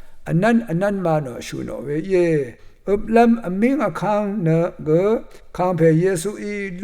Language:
Rawang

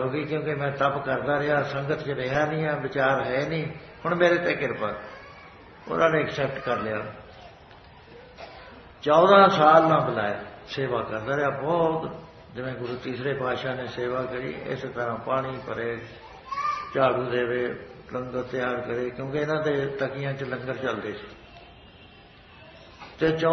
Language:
Punjabi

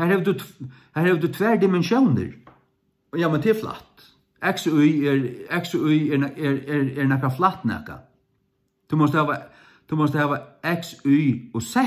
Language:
Faroese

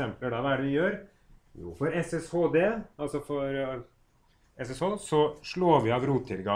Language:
Norwegian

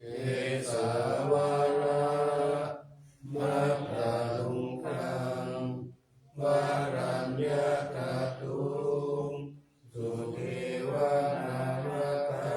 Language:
Pali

